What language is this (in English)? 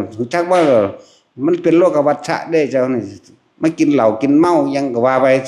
Northeastern Thai